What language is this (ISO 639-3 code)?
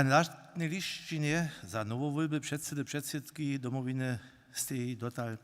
hsb